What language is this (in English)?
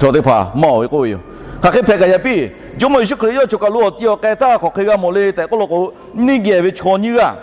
Lahu